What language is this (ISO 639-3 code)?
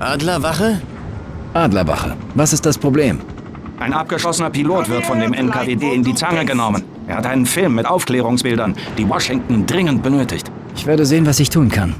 bar